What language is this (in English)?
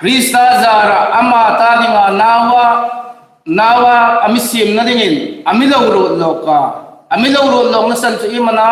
Hmar